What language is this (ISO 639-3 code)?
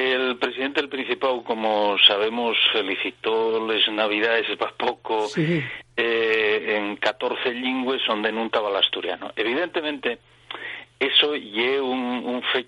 ast